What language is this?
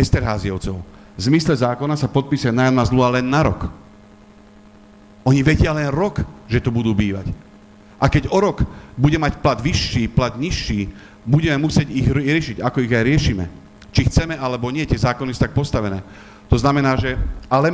Slovak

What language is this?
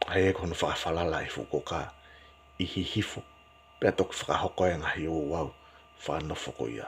Tongan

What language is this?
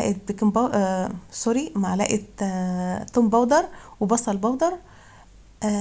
Egyptian Arabic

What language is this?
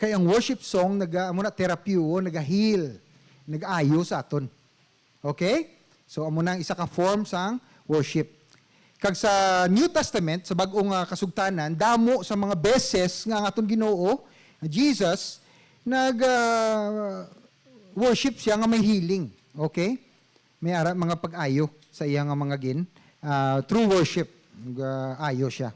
Hiligaynon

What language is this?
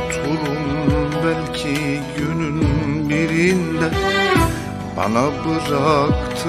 Turkish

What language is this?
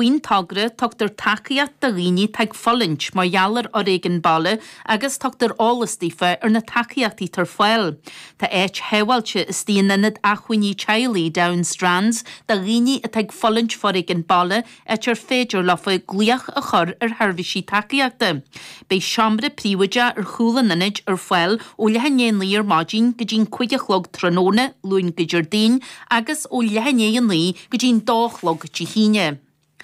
Irish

